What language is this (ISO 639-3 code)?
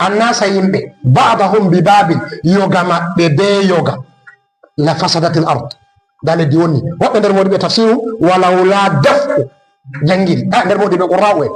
ful